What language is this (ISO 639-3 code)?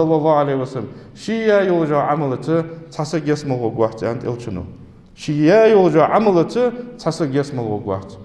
inh